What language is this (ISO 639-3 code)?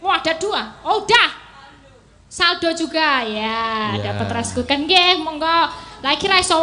jav